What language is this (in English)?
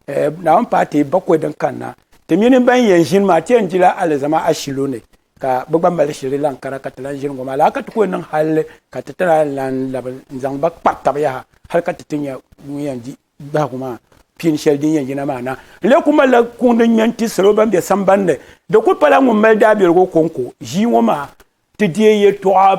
Dagbani